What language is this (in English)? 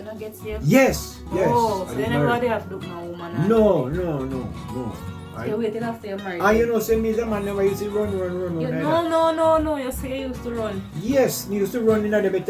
Jamaican Creole English